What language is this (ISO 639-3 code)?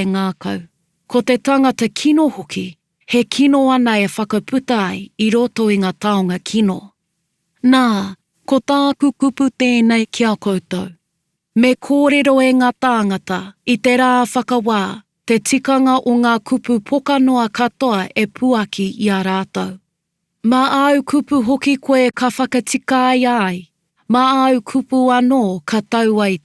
mri